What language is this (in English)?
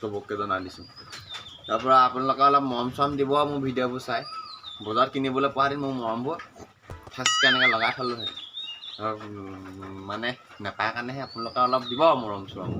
Assamese